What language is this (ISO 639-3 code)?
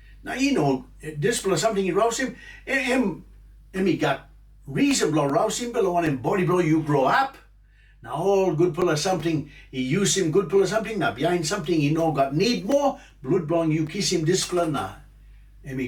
tpi